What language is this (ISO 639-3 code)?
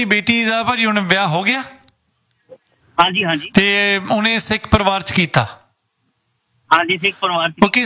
pan